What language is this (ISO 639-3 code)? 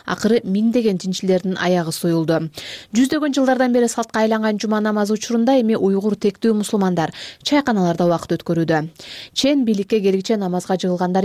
kir